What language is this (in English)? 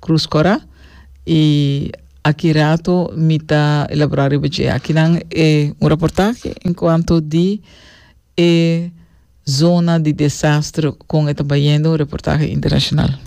Papiamento